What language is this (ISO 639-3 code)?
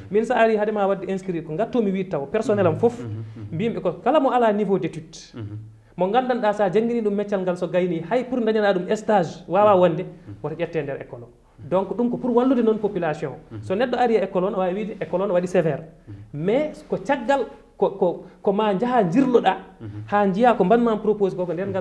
ful